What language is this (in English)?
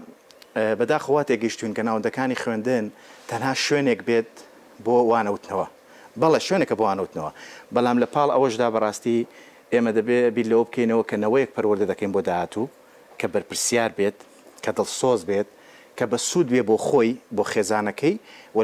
Central Kurdish